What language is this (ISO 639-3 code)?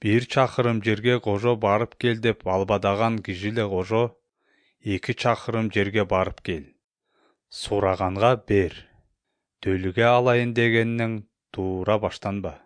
kir